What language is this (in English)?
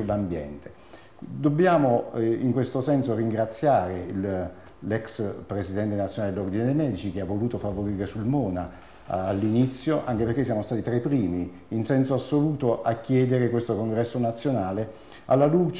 Italian